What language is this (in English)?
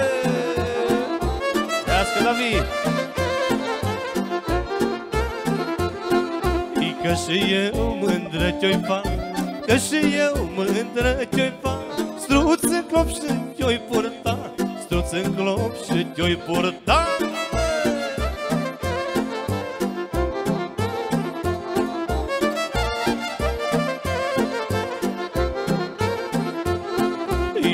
Romanian